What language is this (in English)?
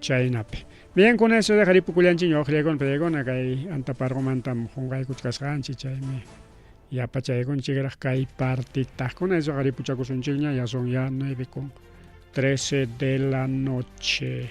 Ayacucho Quechua